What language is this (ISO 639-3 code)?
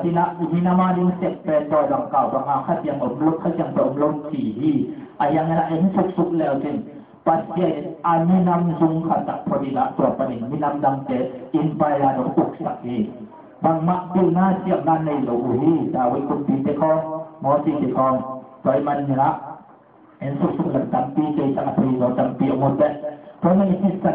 ctd